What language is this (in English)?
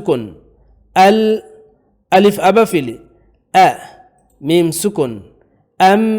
Divehi